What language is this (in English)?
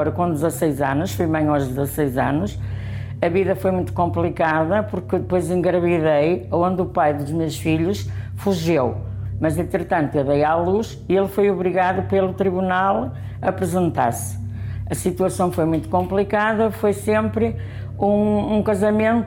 Portuguese